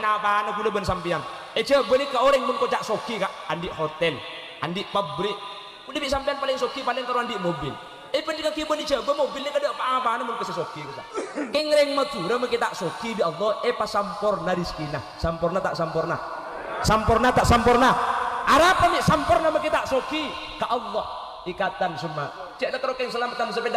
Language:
Madurese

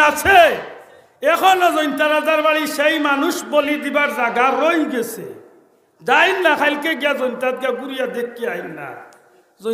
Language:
Sylheti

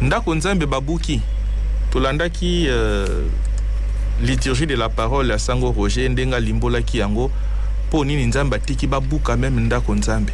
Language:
Lingala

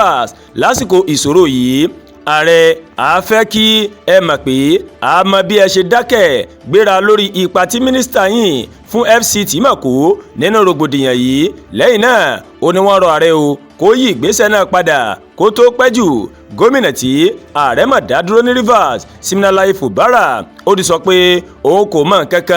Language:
Yoruba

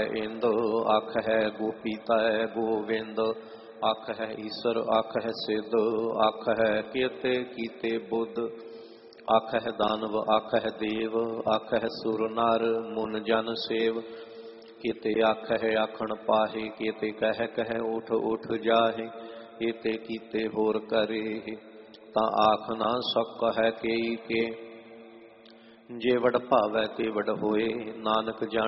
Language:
Punjabi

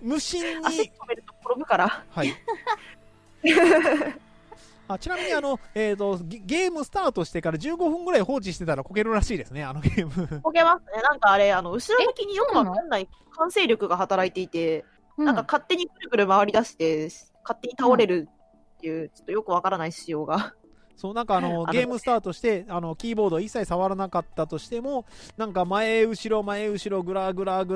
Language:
Japanese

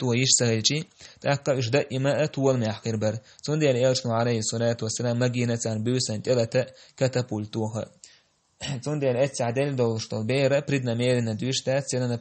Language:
Chechen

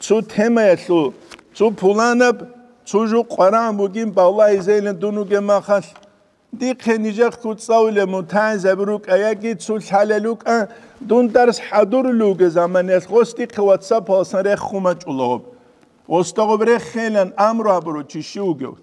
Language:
Avaric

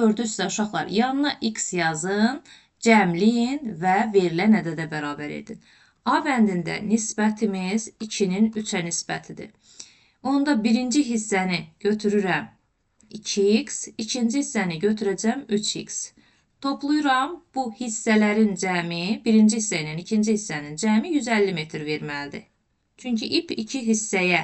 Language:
Azerbaijani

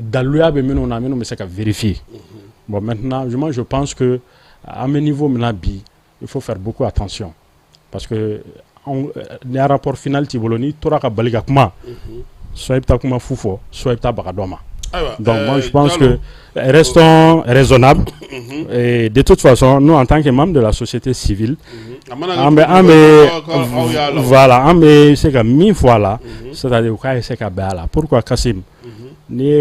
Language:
Bambara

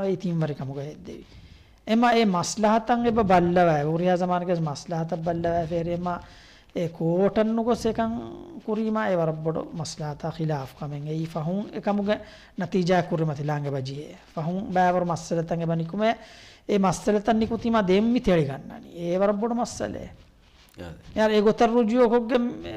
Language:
Divehi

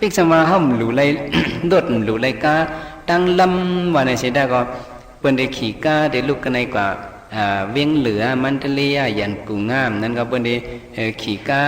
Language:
Shan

